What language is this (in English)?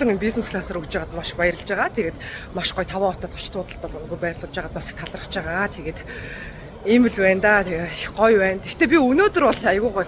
Mongolian